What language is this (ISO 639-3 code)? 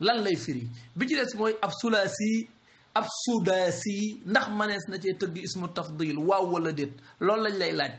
wol